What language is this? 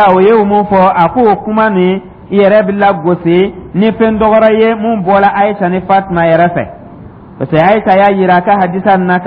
Dyula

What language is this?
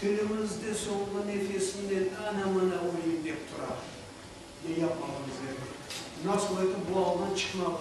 Crimean Tatar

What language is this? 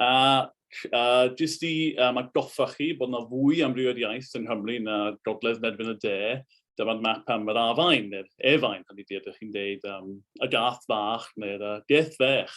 Welsh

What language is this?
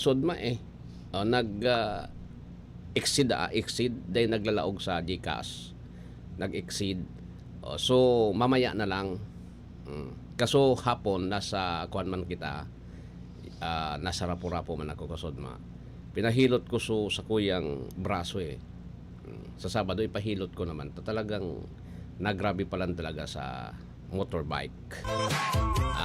Bikol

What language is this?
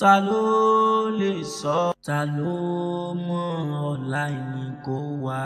Yoruba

